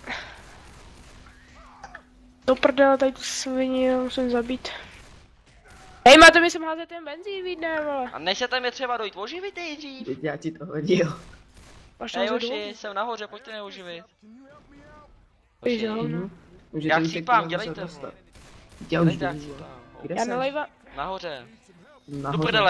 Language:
Czech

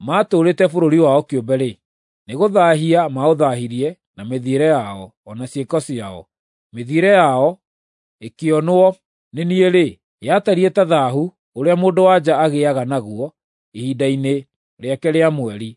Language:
Kikuyu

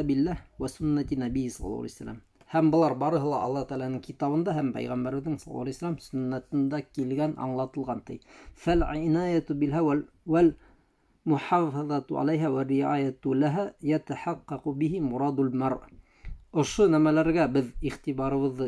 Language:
Bashkir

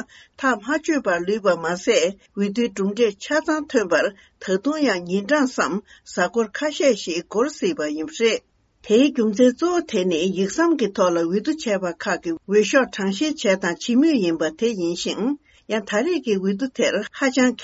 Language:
Tibetan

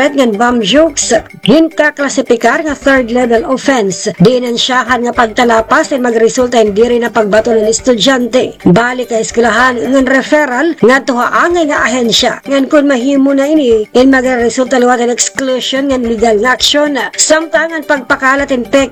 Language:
Waray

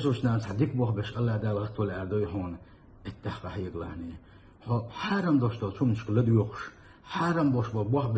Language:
Chechen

